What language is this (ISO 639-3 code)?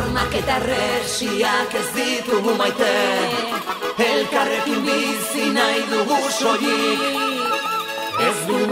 eus